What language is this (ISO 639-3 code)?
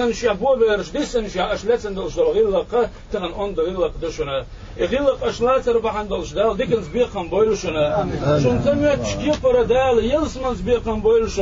che